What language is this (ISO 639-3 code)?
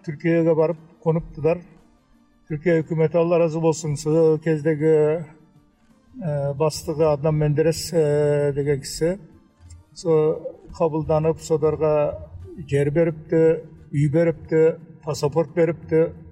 kaz